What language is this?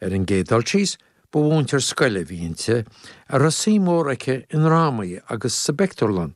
Irish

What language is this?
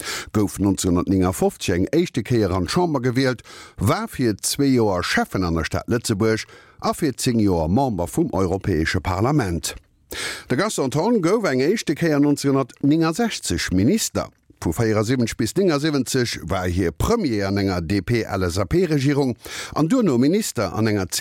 Luxembourgish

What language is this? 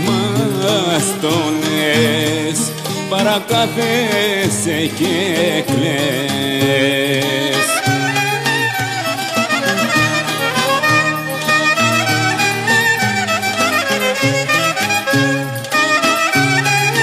Greek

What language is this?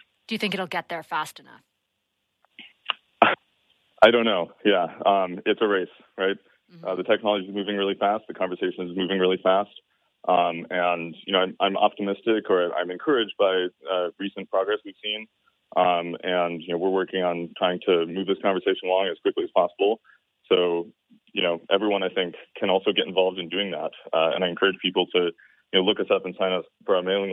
English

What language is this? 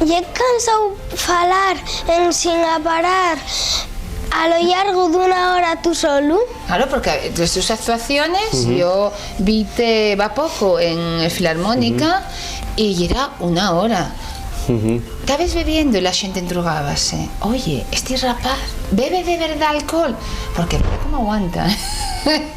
Asturian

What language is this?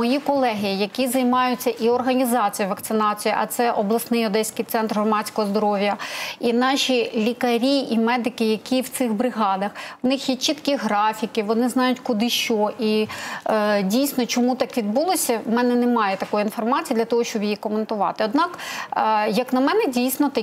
Ukrainian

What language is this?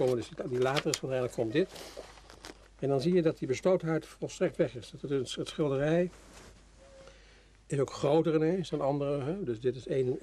Dutch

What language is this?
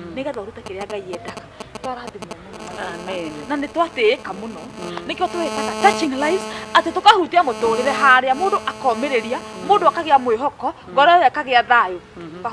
Kikuyu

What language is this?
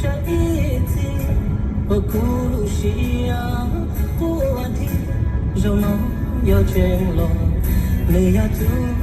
Hmong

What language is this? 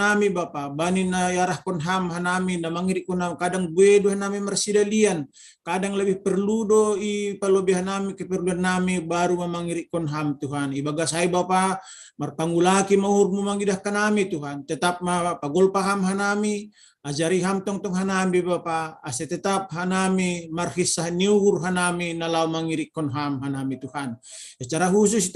Batak Simalungun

